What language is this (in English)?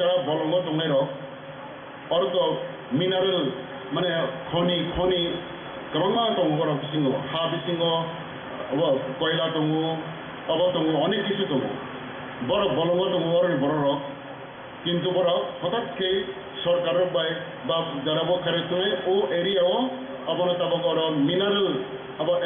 Kok Borok